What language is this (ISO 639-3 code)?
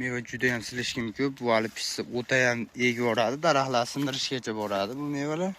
uzb